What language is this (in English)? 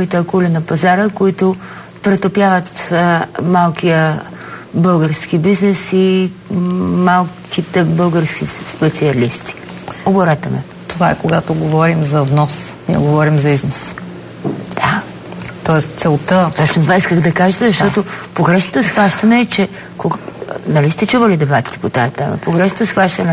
Bulgarian